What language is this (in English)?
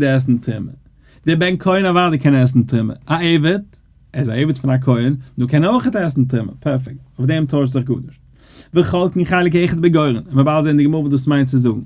Yiddish